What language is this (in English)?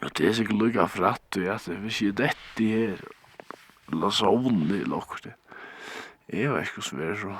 Faroese